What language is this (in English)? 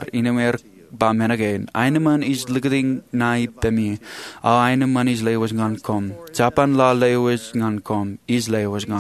Marshallese